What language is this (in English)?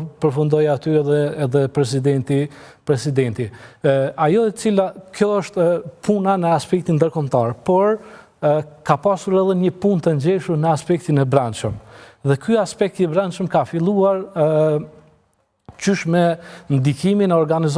Albanian